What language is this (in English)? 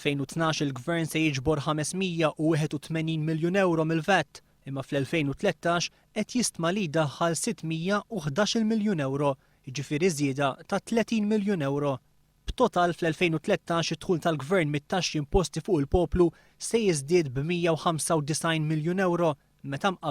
Maltese